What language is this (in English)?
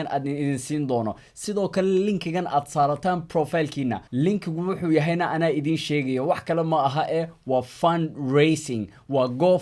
Somali